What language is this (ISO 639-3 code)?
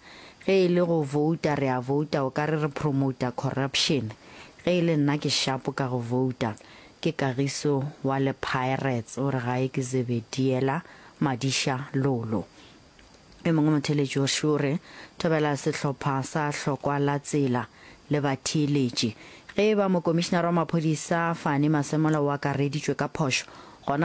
nso